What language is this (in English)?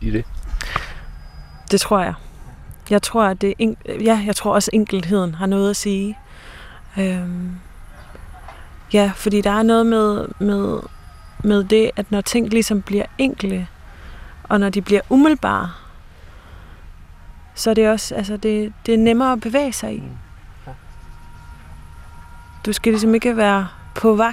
Danish